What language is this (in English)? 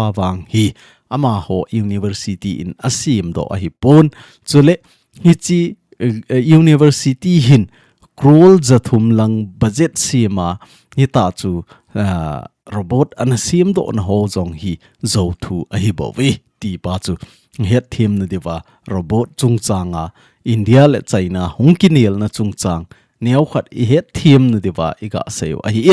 Thado Chin